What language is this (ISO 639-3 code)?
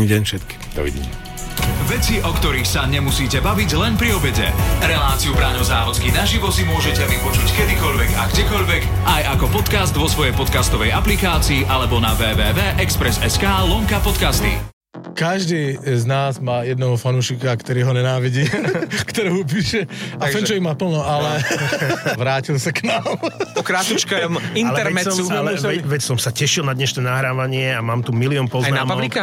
slk